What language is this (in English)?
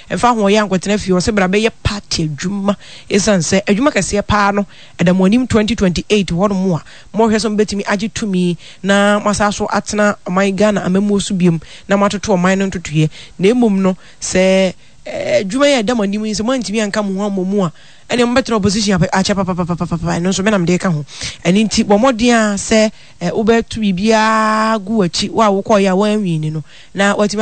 Akan